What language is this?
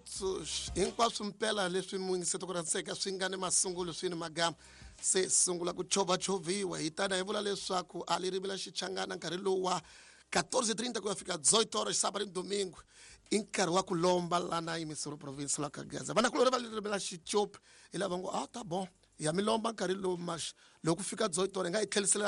Tsonga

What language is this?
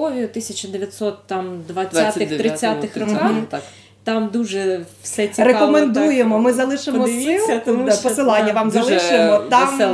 Ukrainian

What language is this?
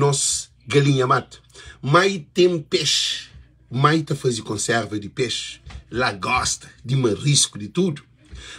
Kabuverdianu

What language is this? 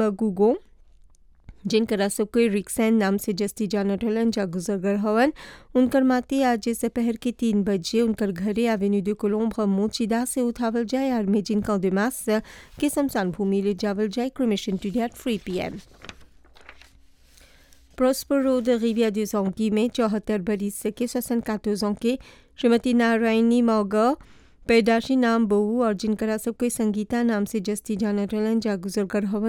Bhojpuri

